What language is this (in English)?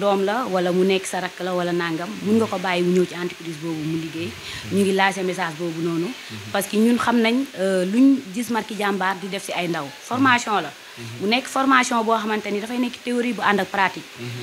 Wolof